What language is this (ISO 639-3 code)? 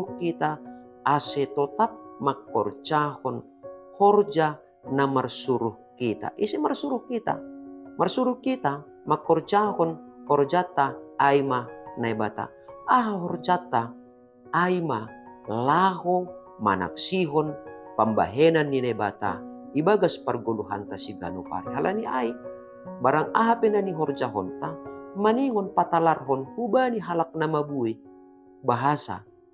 bts